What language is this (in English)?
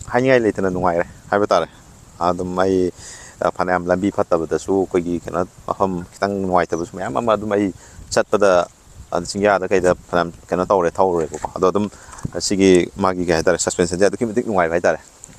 Manipuri